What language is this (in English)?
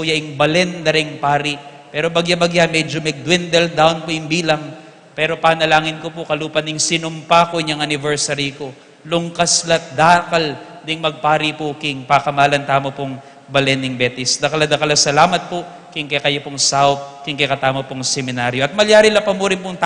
Pampanga